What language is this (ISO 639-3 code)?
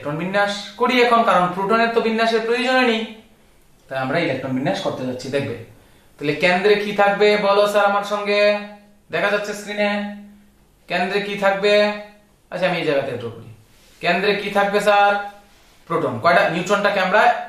ben